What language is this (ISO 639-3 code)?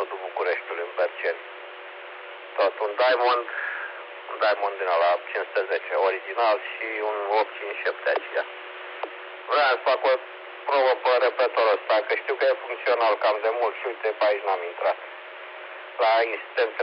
ron